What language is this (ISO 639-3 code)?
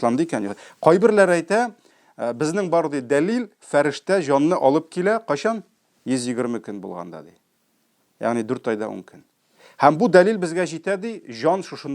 tat